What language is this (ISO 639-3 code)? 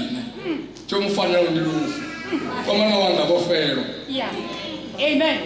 ven